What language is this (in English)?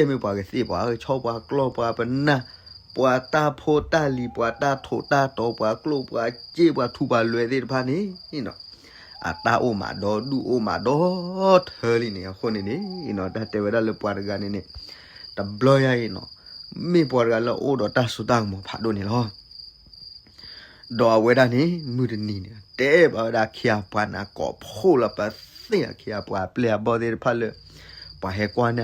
S'gaw Karen